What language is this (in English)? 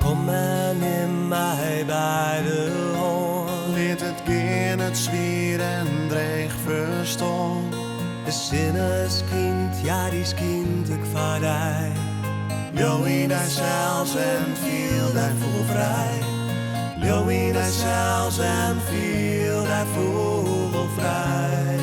Western Frisian